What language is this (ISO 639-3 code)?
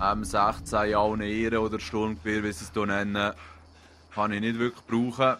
gsw